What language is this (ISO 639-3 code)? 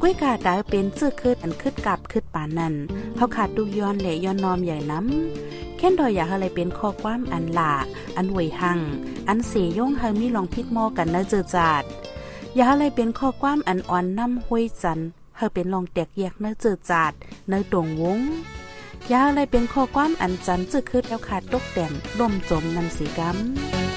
shn